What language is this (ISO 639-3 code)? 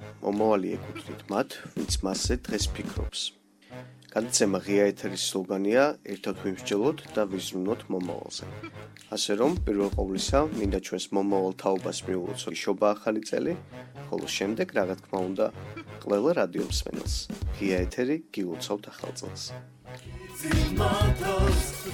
kat